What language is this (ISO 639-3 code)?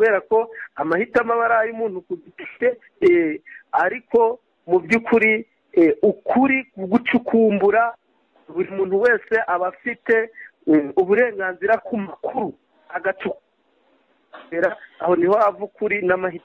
kin